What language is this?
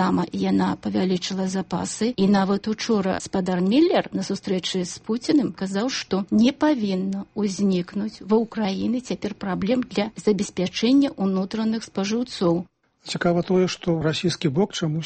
Belarusian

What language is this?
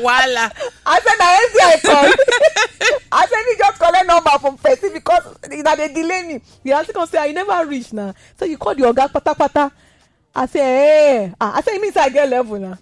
Nigerian Pidgin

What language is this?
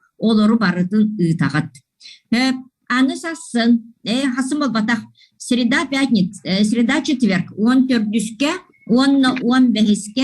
Yakut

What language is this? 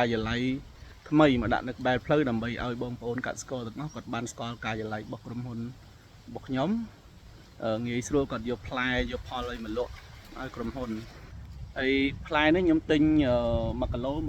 Khmer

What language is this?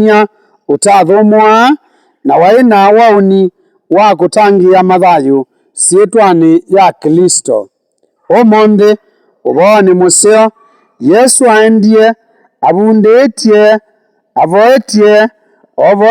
Kamba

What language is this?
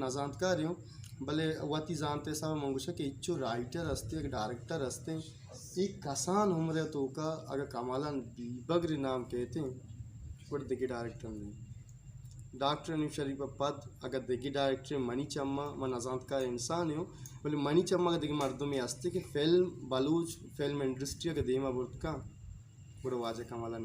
Baluchi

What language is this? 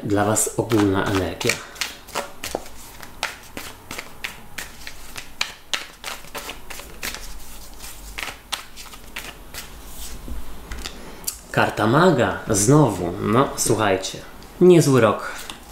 Polish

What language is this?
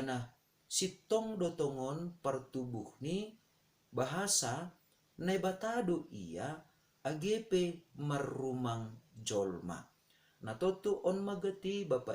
Batak Simalungun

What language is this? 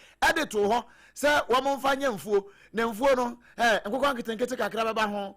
Akan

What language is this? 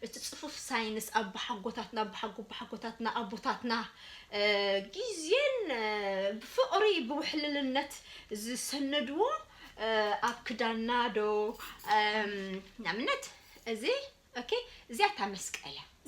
Tigrinya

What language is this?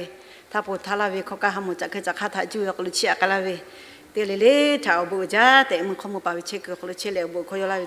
Lahu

